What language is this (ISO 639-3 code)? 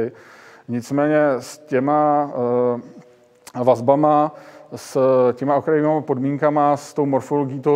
ces